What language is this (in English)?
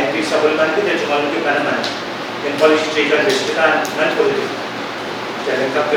Pohnpeian